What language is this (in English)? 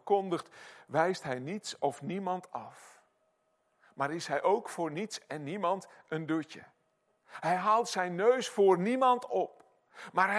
Dutch